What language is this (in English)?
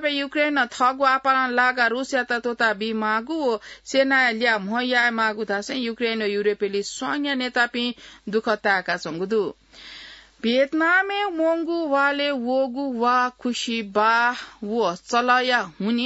Newari